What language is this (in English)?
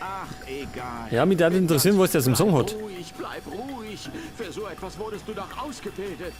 Bavarian